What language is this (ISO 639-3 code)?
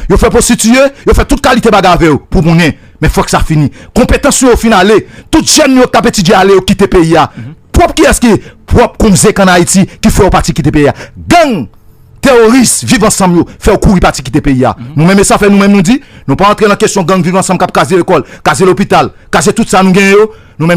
hat